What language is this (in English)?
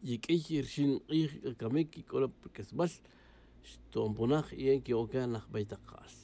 Tz'utujil